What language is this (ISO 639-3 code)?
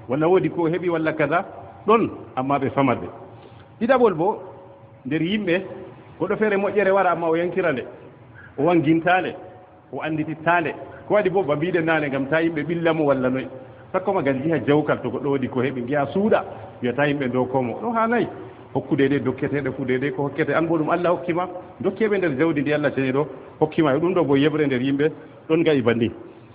ful